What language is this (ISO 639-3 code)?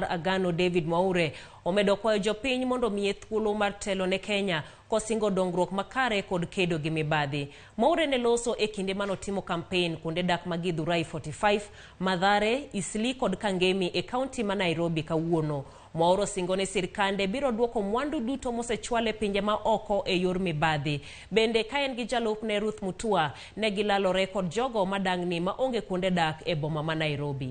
luo